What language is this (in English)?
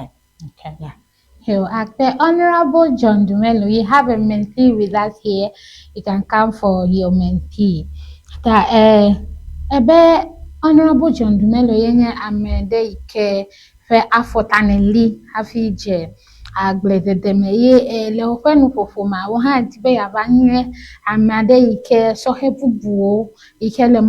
Ewe